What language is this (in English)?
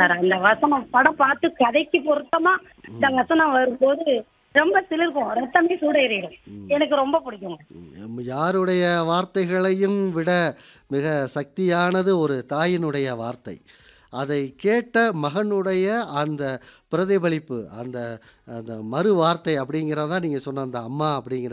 Tamil